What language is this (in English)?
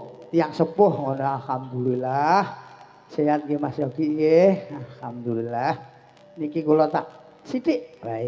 Javanese